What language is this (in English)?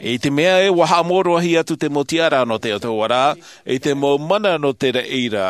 Tahitian